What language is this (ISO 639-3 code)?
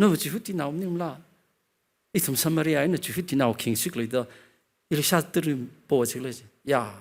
nmf